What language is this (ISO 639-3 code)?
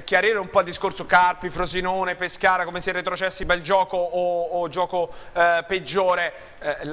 ita